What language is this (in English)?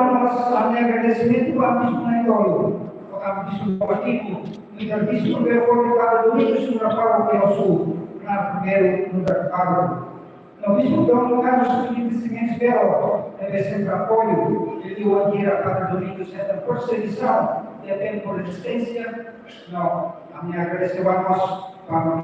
Tetum